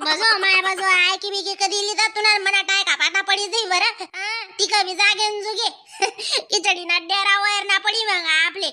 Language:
Khandesi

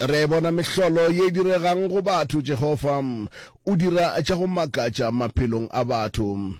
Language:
Northern Sotho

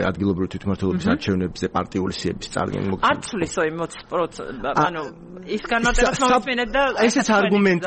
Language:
Georgian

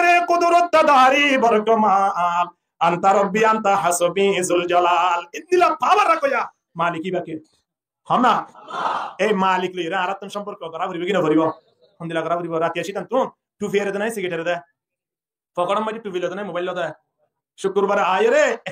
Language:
Rohingya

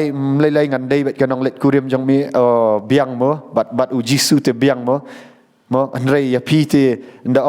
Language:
Khasi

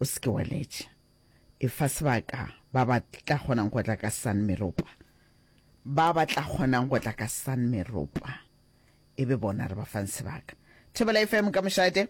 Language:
Northern Sotho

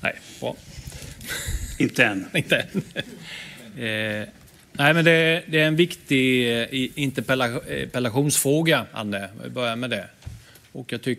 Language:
Swedish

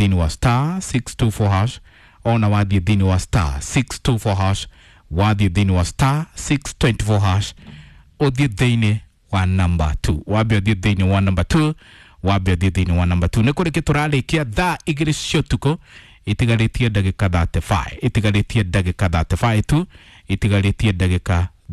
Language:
Kikuyu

